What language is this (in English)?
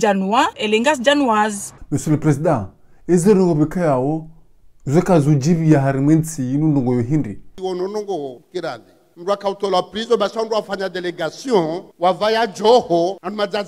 Ngazidja Comorian